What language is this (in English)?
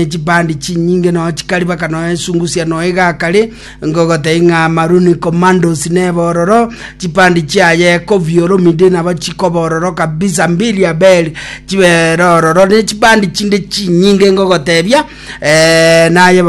Gusii